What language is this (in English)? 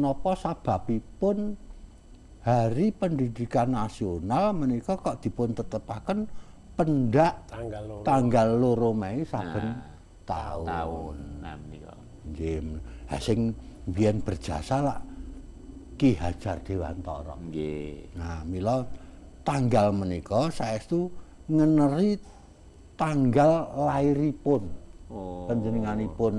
Javanese